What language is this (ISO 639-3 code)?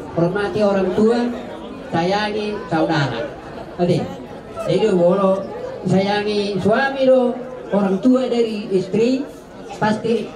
bbc